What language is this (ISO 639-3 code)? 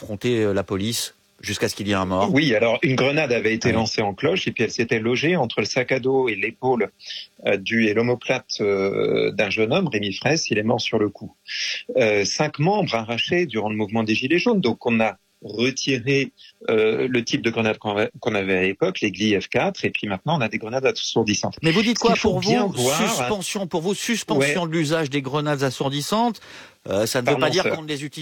fra